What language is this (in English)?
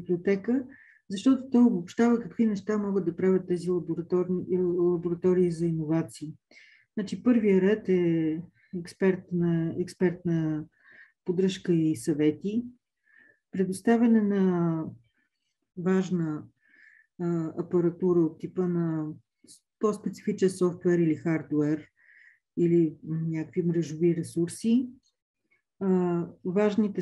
Bulgarian